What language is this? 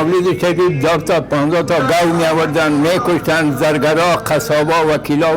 Pashto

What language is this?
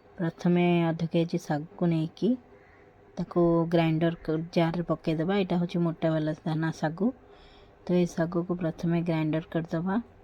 Odia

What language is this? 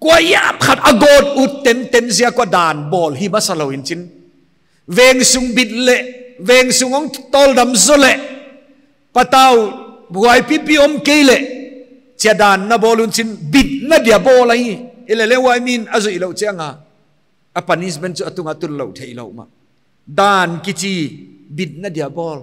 Paite Chin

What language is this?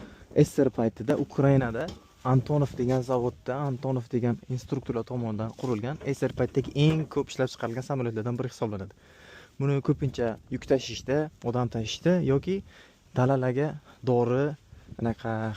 Uzbek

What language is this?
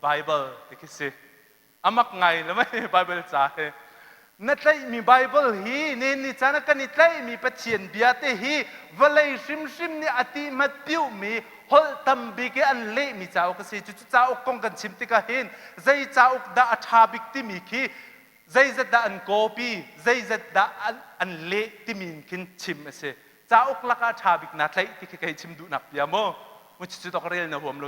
Hakha Chin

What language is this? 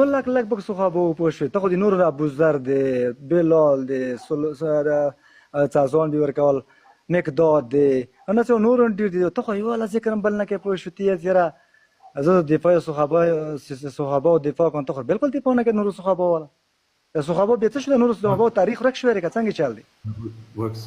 Pashto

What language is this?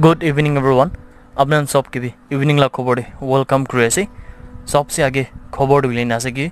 Naga Pidgin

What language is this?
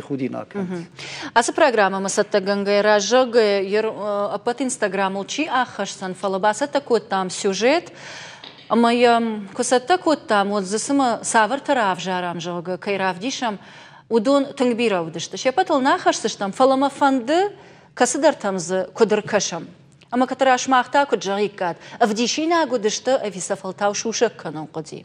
Ossetic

